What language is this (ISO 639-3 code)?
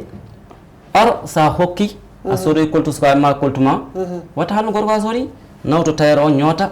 ful